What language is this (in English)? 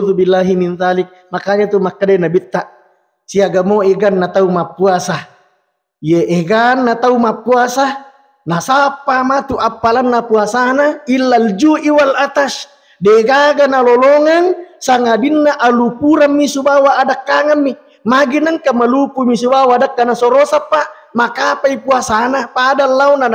Buginese